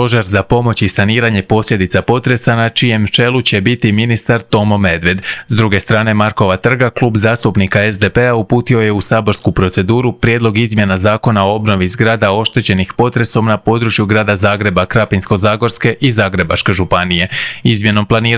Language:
Croatian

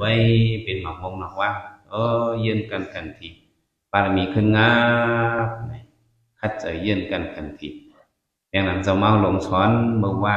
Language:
Shan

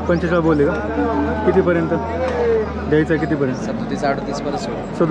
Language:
Marathi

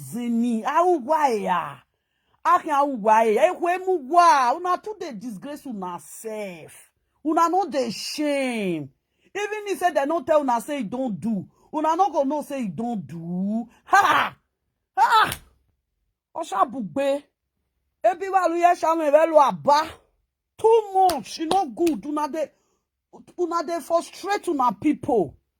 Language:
Nigerian Pidgin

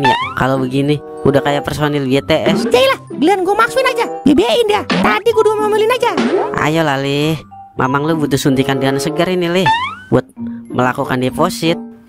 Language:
Betawi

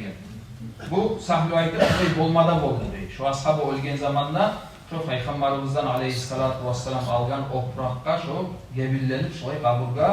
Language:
Kumyk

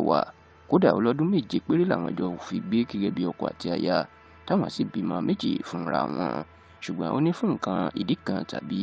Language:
Yoruba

